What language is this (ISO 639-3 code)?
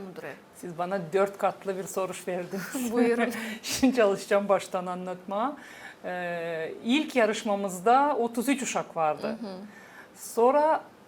gag